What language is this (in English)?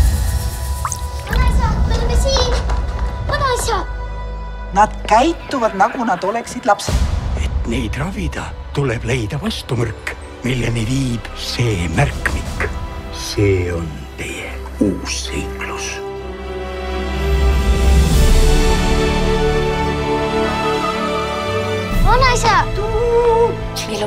Estonian